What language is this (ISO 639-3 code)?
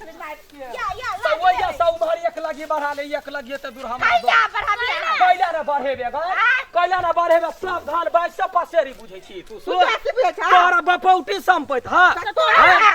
mai